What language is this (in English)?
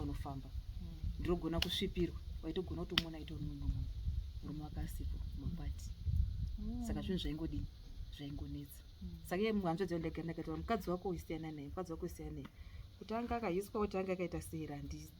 Shona